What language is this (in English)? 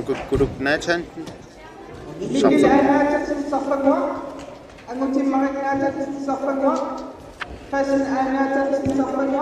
Kalaallisut